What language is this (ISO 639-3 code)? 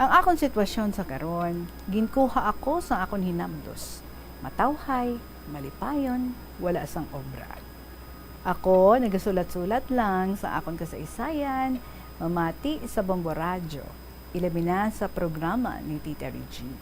hil